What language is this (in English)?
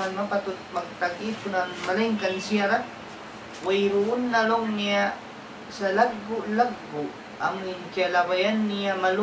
Tausug